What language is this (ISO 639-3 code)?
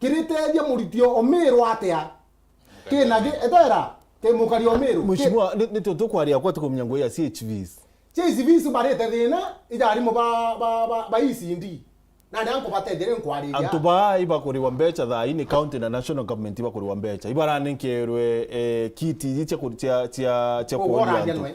mer